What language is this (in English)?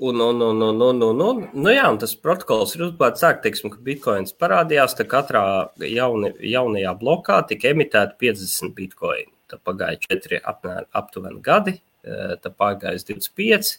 Latvian